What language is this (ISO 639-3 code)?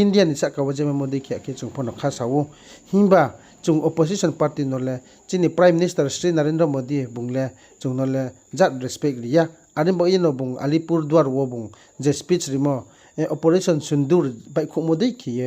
ria